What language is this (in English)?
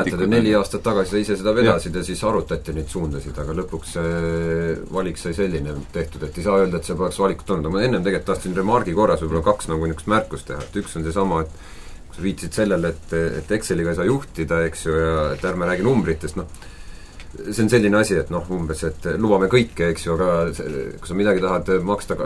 Estonian